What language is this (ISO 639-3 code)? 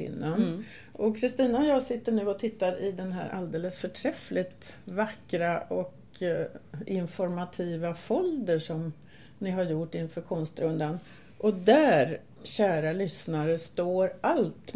swe